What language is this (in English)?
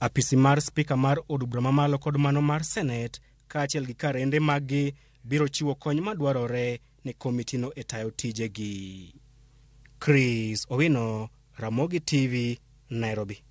Luo (Kenya and Tanzania)